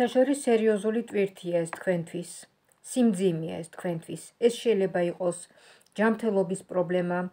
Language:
Georgian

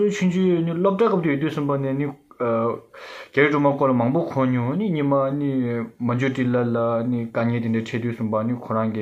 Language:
Tibetan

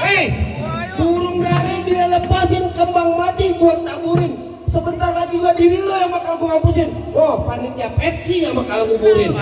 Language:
Betawi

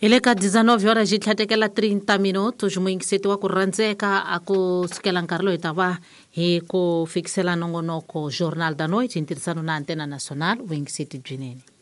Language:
Tsonga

